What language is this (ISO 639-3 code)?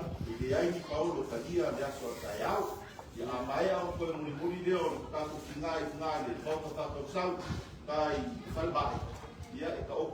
smo